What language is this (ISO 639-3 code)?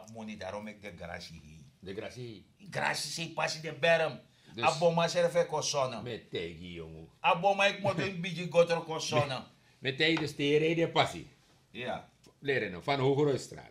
srn